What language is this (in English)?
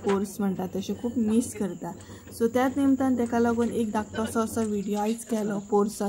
Konkani